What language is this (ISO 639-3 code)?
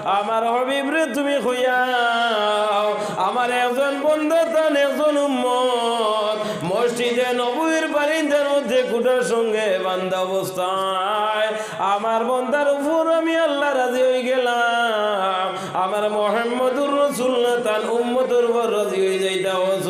syl